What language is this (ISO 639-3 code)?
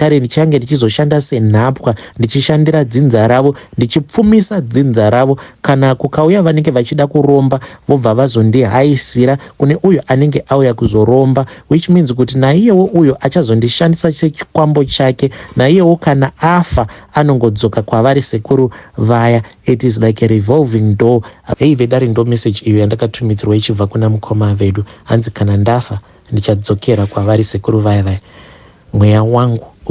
sna